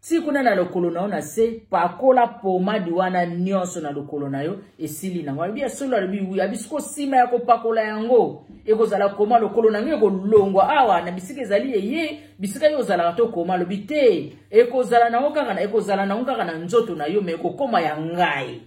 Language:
Lingala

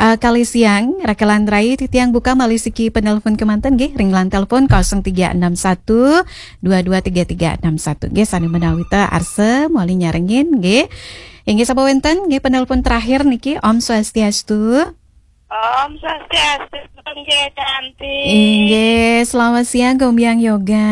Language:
Balinese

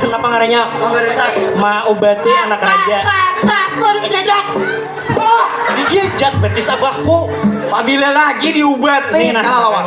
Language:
Banjar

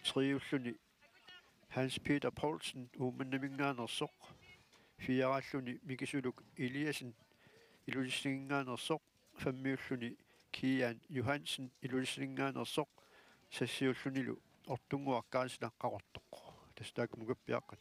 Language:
Kalaallisut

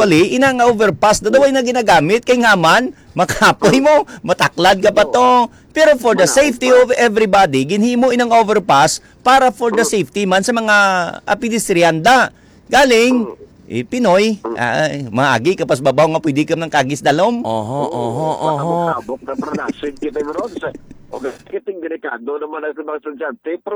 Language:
Hiligaynon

